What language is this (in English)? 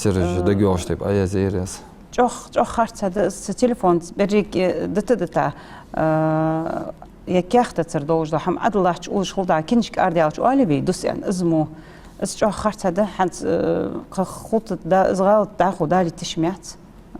Ingush